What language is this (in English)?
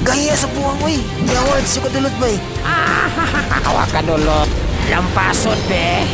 Cebuano